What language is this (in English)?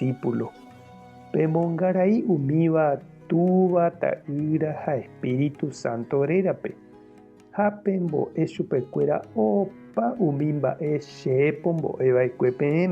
Guarani